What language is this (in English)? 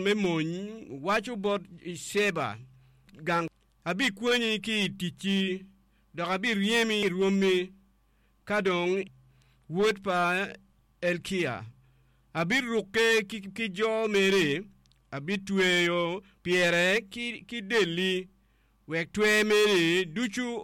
Acoli